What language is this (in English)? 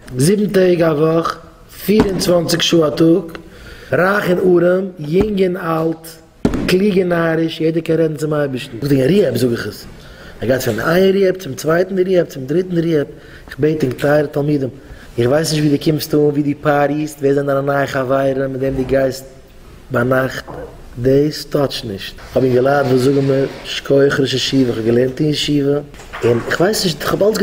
Yiddish